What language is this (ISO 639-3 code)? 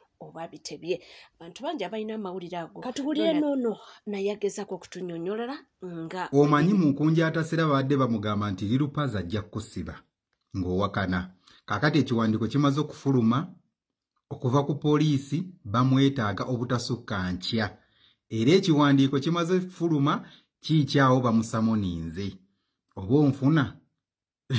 lug